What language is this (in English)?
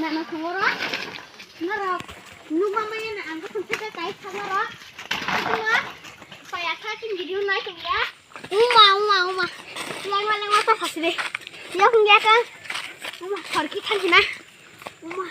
Kok Borok